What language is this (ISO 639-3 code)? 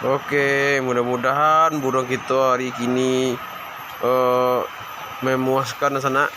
min